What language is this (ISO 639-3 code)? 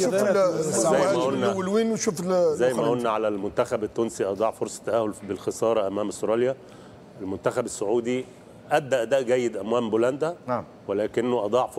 aeb